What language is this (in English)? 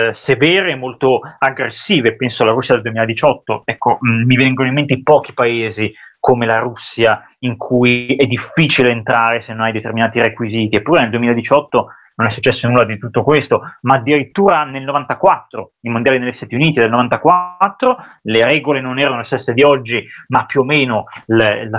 Italian